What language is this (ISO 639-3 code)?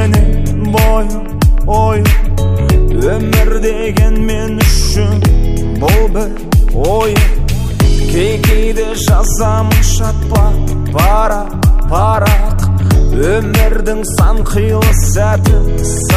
kaz